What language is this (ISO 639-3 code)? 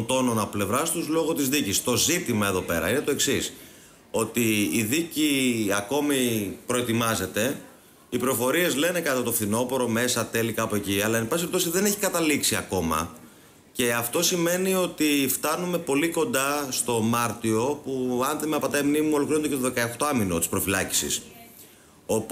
ell